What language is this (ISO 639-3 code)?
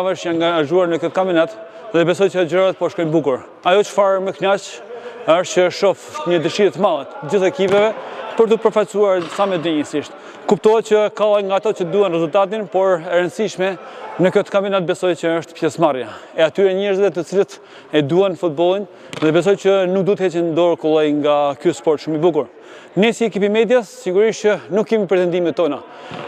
sqi